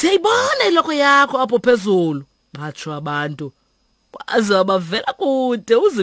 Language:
Xhosa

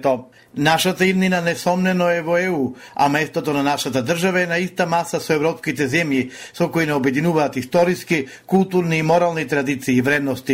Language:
Macedonian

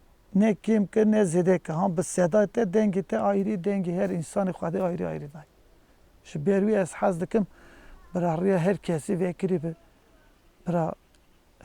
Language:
Kurdish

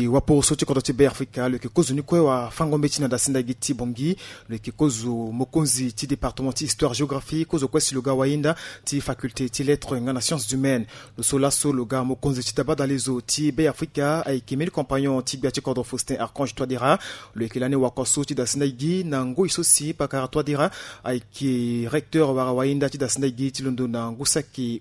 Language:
Sango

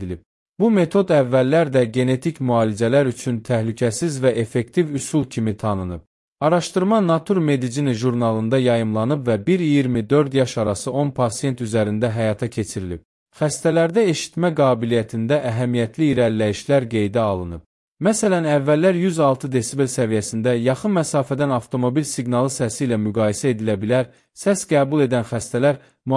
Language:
Azerbaijani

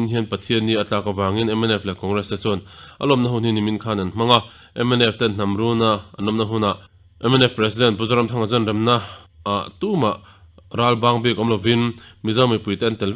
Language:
Mizo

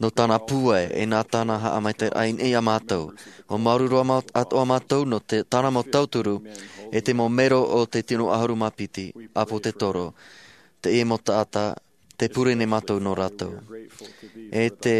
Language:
Tahitian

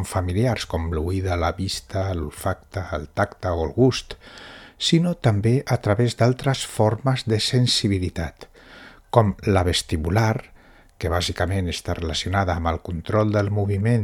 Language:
Catalan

